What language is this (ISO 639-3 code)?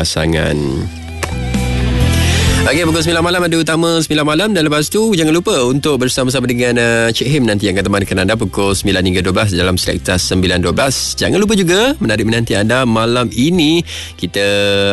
msa